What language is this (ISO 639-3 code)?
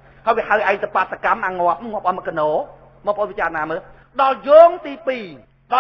khm